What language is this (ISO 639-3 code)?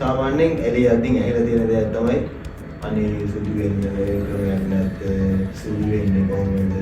sin